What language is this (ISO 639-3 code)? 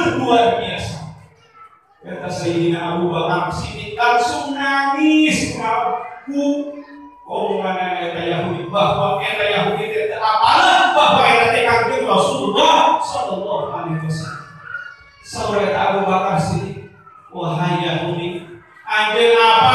sun